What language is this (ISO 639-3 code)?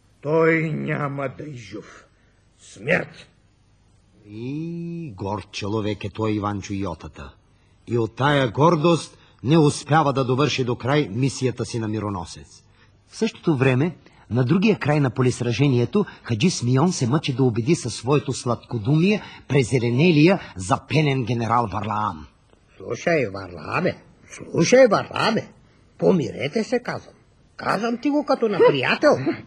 bul